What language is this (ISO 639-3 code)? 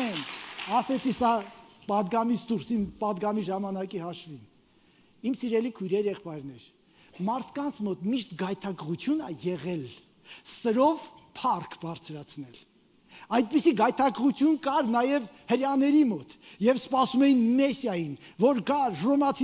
hye